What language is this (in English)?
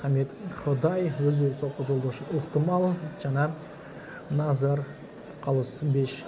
Kyrgyz